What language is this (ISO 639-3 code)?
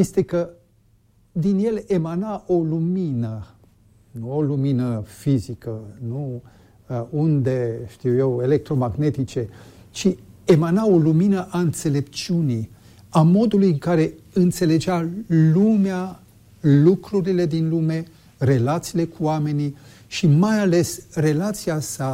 ron